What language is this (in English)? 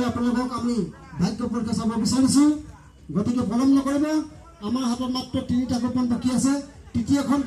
Assamese